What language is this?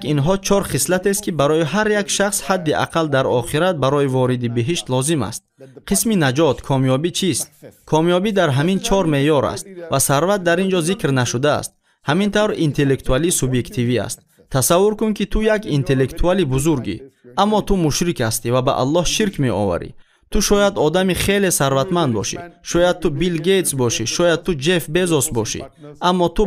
Tajik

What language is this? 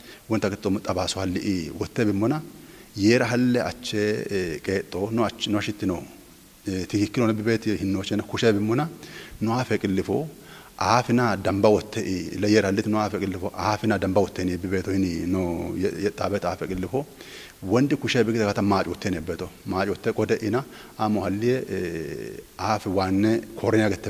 Kafa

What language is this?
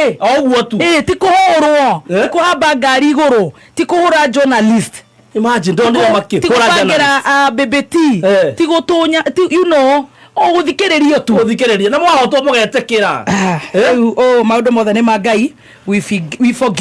Kikuyu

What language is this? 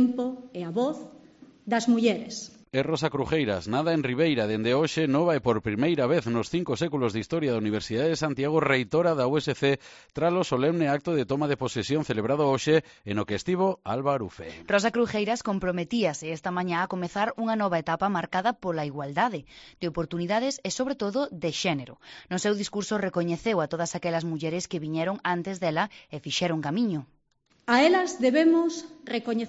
Galician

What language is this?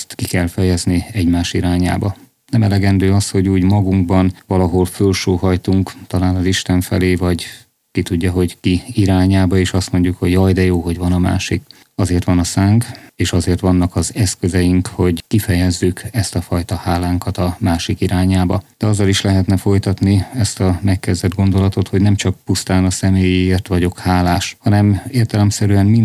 Hungarian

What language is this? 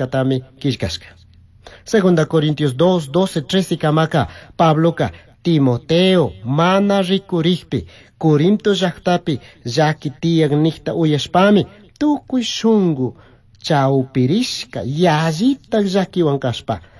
Chimborazo Highland Quichua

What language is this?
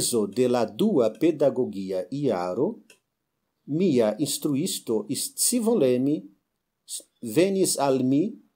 Esperanto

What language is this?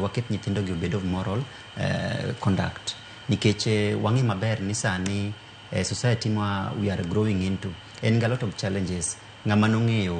Luo (Kenya and Tanzania)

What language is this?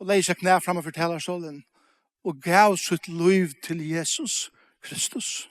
Faroese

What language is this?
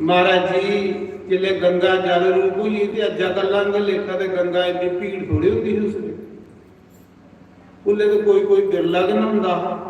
Dogri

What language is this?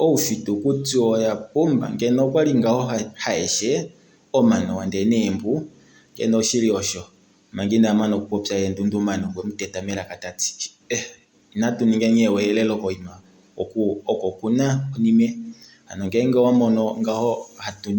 Kuanyama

